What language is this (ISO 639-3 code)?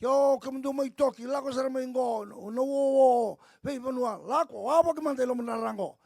fij